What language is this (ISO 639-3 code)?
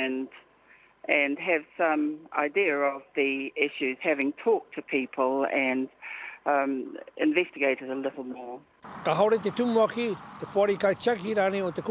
mri